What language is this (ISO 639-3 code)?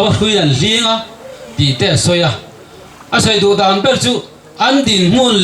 lus